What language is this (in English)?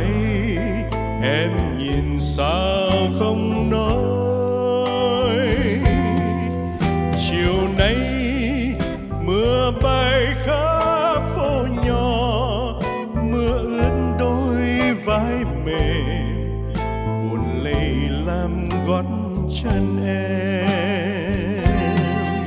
Vietnamese